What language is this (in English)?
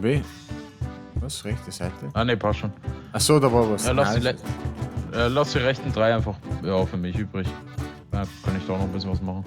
Bavarian